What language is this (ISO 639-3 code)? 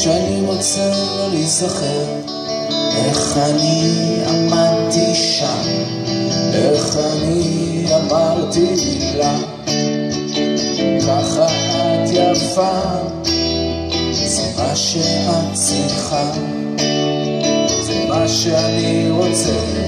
heb